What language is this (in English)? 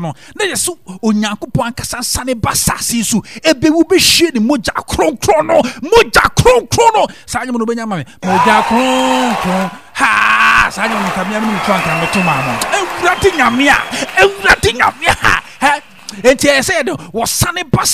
Akan